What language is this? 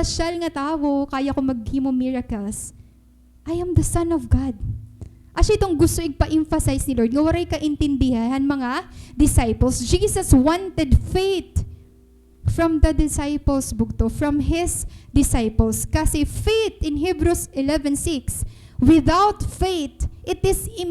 Waray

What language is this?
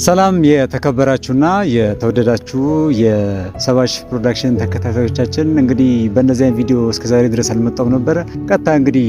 Amharic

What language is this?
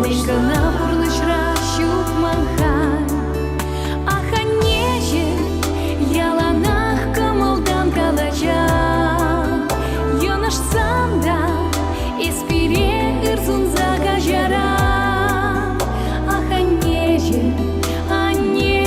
Chuvash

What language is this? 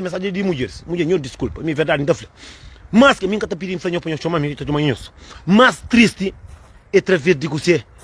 Kabuverdianu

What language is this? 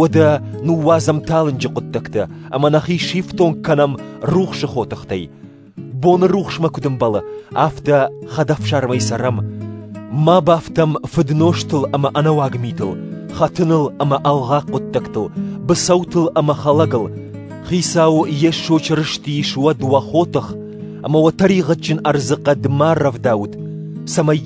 Ossetic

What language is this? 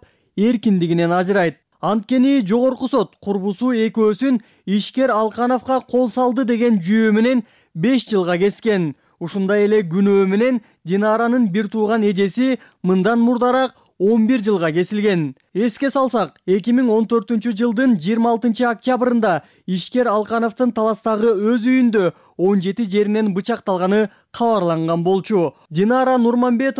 Kyrgyz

